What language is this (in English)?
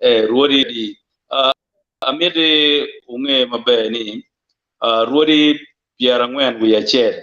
Acoli